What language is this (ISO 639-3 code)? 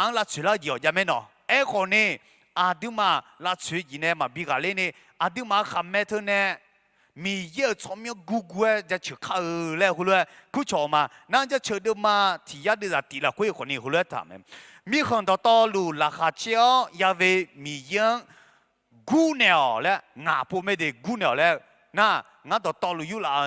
ahk